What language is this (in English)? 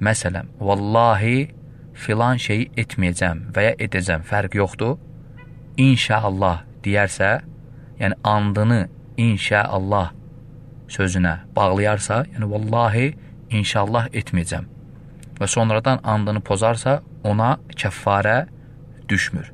Azerbaijani